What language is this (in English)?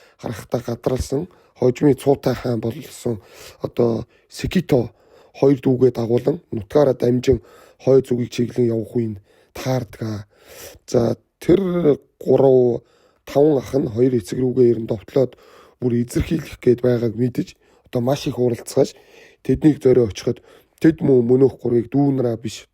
Mongolian